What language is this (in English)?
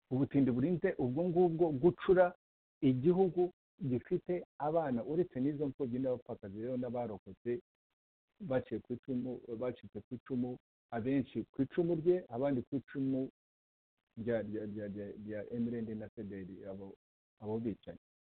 Kinyarwanda